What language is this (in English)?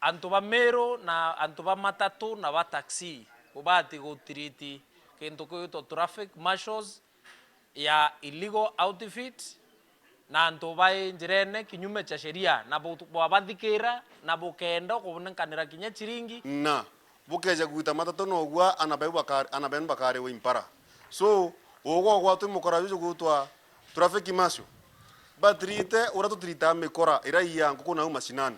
Meru